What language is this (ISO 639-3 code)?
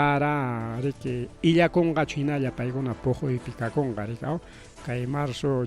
quy